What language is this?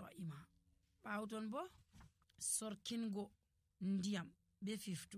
Nigerian Fulfulde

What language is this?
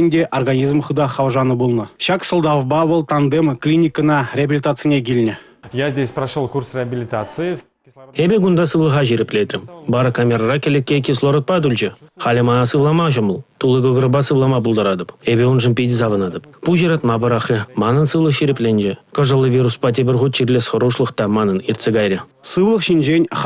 Chuvash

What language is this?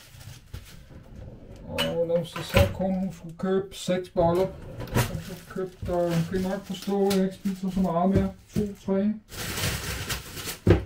Danish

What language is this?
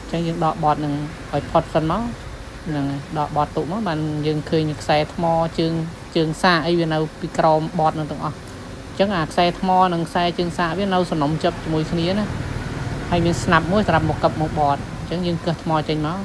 Khmer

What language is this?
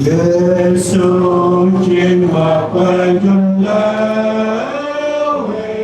Central Mnong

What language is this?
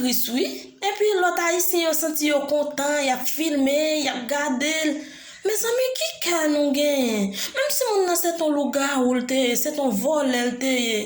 Haitian Creole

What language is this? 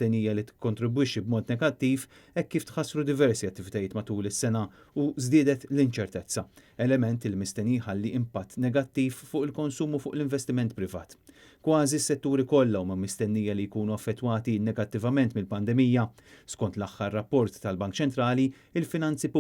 Maltese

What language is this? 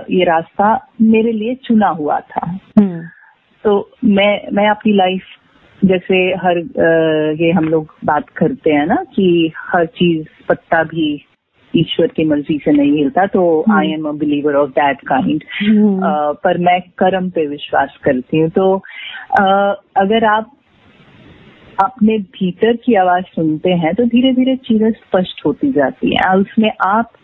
Hindi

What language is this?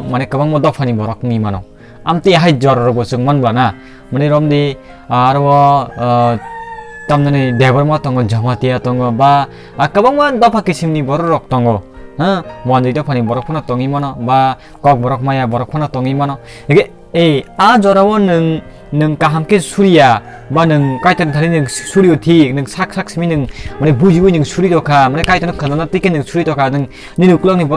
Kok Borok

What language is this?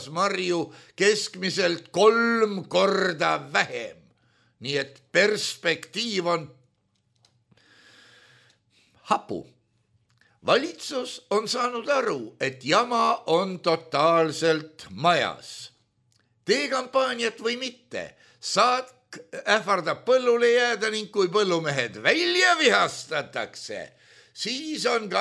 Estonian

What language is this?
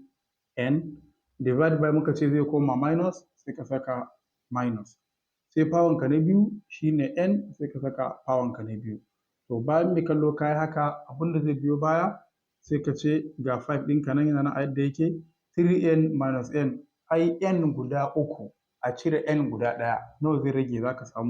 Hausa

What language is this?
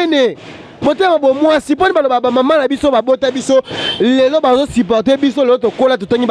Lingala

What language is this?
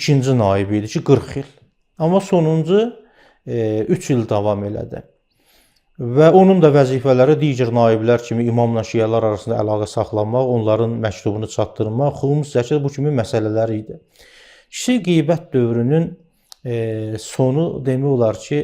Azerbaijani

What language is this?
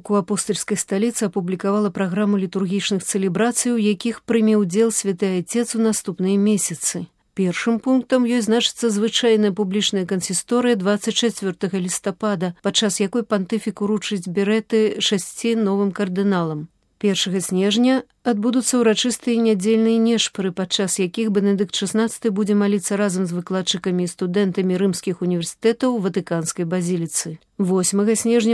Belarusian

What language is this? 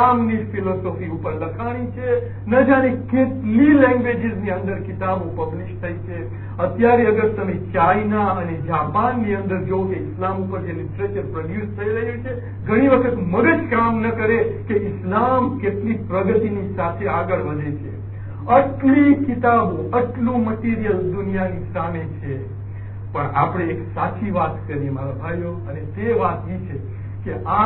Gujarati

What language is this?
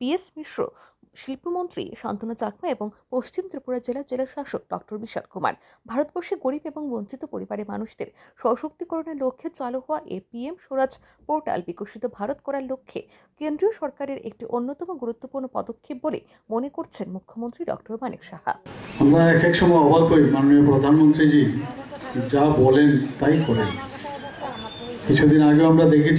Bangla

